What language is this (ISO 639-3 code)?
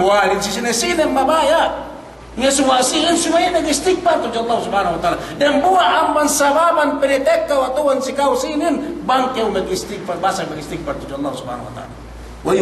yka